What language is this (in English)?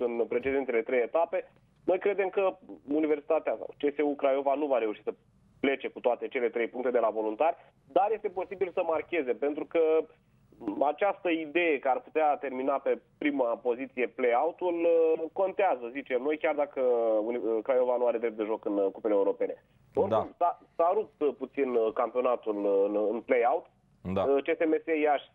Romanian